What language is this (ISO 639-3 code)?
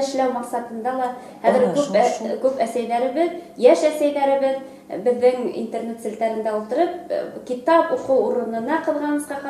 bak